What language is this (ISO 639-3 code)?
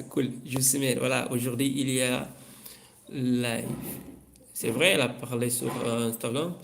kea